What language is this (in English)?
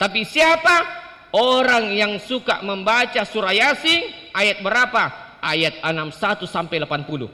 Buginese